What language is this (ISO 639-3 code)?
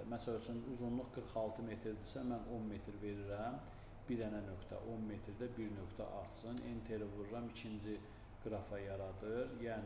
aze